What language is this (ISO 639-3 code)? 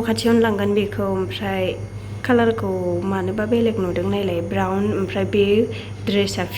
brx